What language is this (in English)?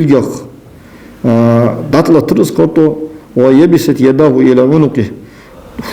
Ingush